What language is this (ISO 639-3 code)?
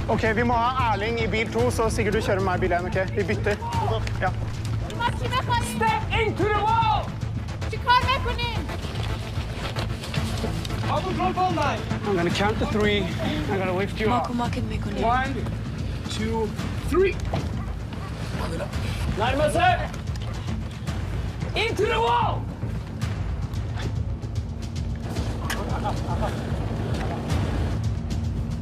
nor